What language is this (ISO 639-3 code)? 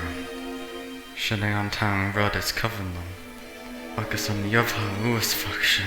gle